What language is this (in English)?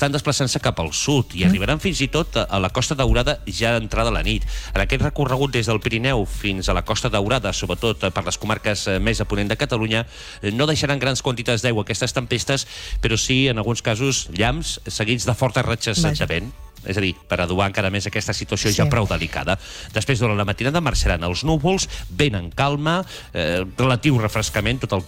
Catalan